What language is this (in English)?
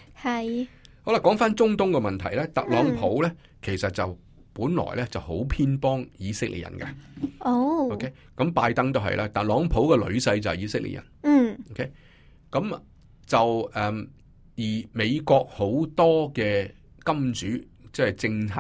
Cantonese